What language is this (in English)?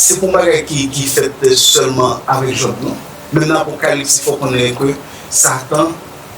Haitian Creole